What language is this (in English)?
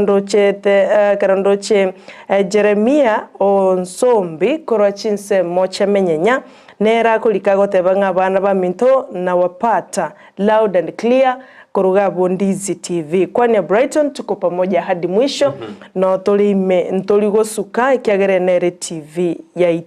Gusii